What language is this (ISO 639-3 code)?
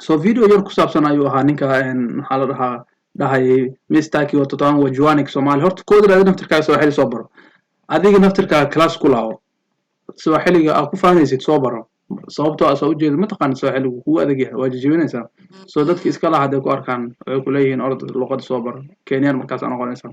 som